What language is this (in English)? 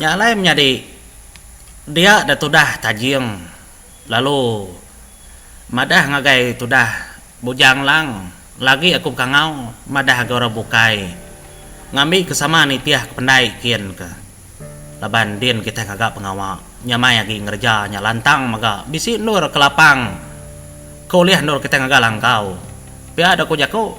Iban